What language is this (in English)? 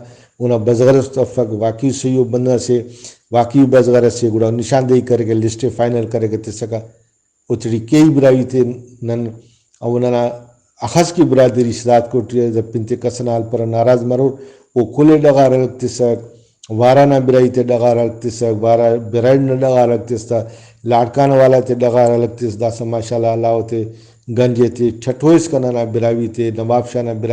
Brahui